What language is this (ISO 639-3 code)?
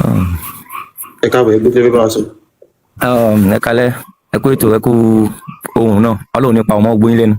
yor